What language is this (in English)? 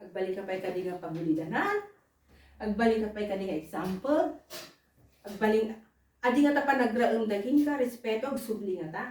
Iloko